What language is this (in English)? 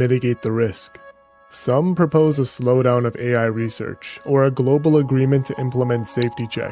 English